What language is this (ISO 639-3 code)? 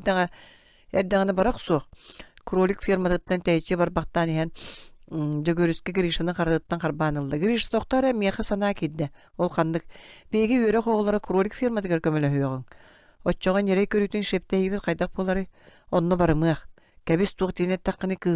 sah